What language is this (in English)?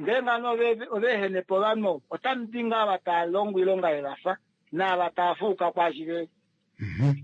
Kuanyama